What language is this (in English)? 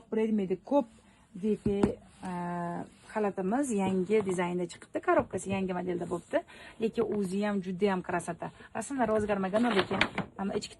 Uzbek